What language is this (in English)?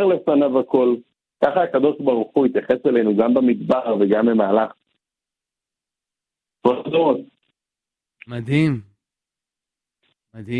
Hebrew